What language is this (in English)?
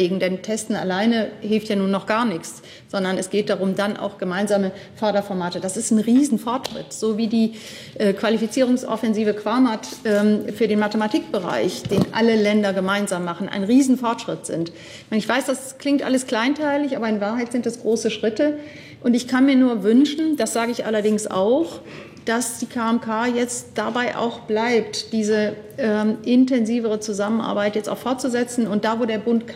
German